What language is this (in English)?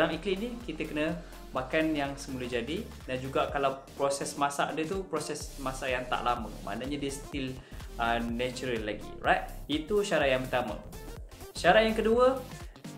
Malay